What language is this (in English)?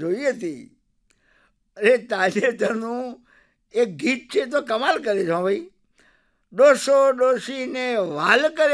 Gujarati